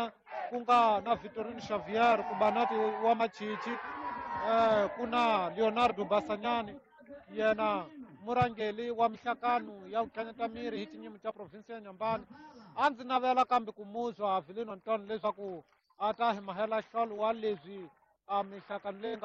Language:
Tsonga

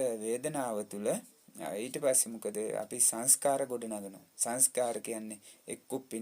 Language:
Sinhala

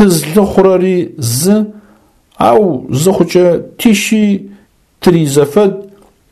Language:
Adyghe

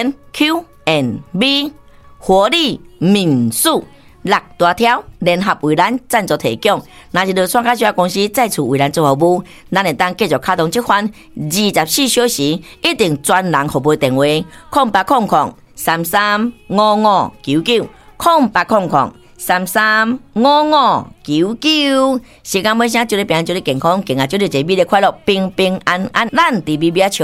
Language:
Min Nan Chinese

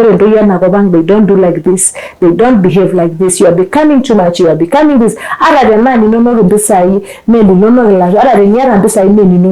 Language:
Masai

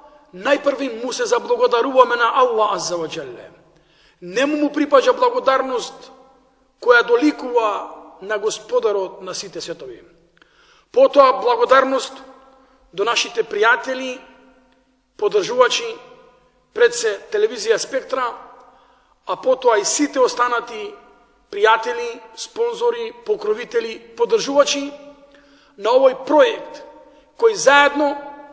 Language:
Macedonian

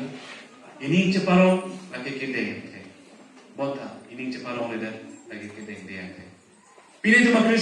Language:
Karbi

